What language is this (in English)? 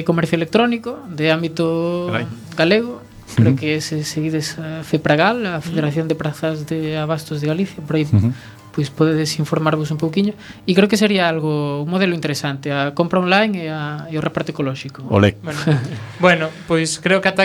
Galician